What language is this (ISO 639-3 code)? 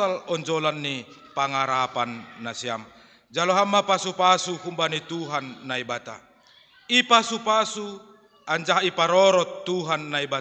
bts